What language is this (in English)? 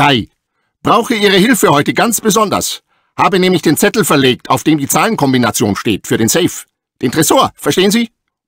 German